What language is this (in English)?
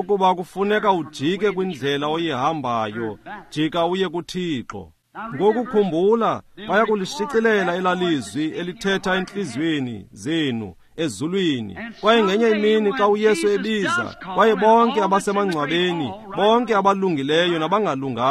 Xhosa